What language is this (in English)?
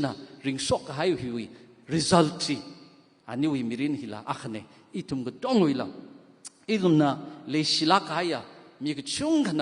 Tangkhul Naga (India)